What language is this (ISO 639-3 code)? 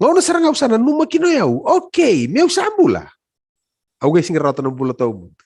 fij